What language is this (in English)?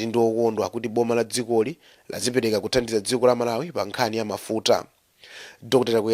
Nyanja